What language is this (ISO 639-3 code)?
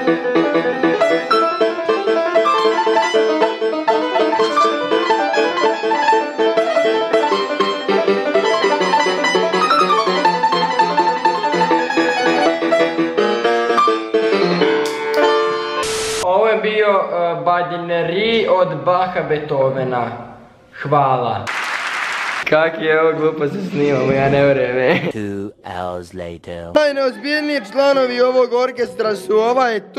hrv